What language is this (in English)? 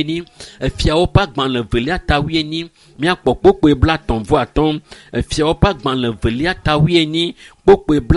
Ewe